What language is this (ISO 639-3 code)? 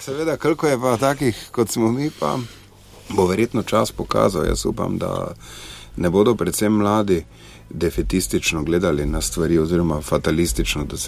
slv